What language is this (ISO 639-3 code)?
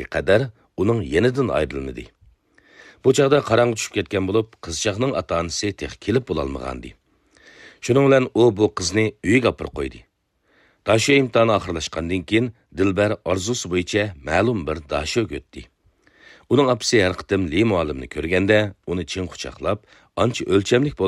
uig